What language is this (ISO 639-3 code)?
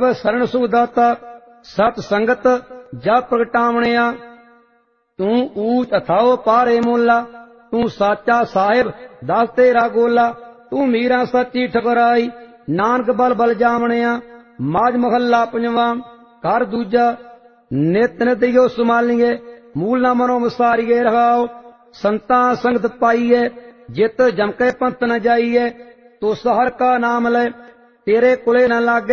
pan